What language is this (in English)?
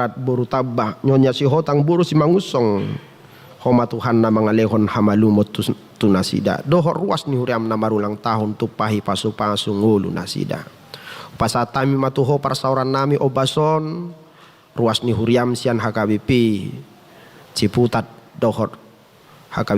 Batak Toba